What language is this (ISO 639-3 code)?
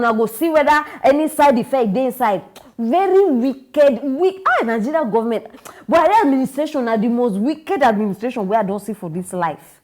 pcm